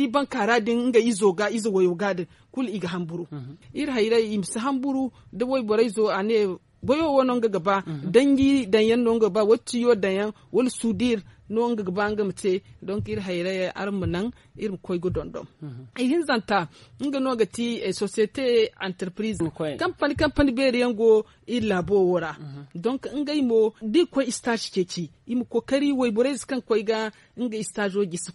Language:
Zarma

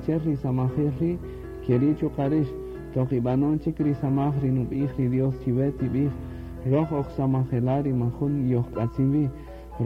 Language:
Kaqchikel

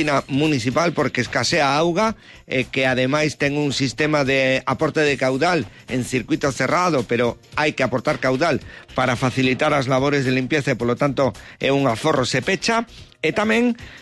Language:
Galician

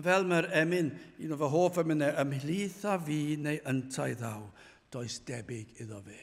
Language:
Welsh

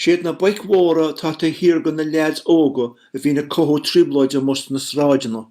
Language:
Irish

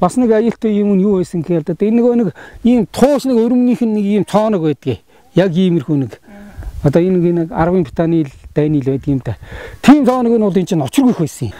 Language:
Mongolian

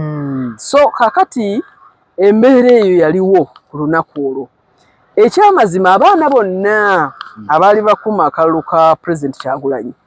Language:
Ganda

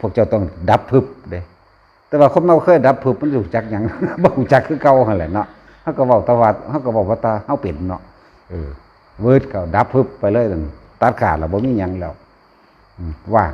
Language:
Northeastern Thai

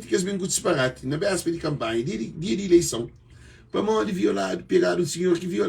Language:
Kabuverdianu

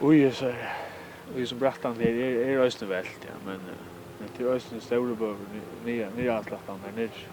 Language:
Faroese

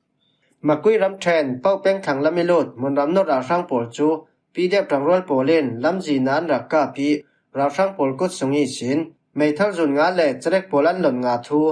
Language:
Falam Chin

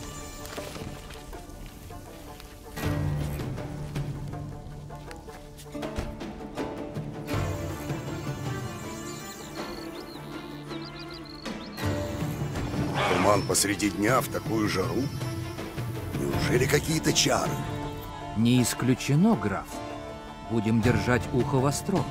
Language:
Russian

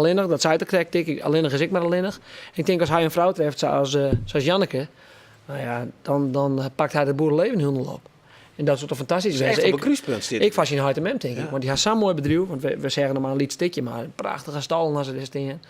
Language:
Western Frisian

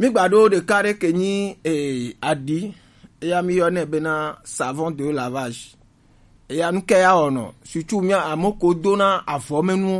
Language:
Gen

